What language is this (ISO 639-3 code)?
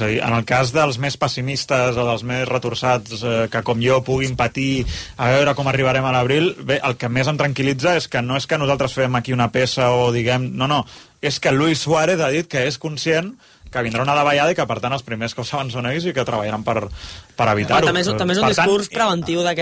cat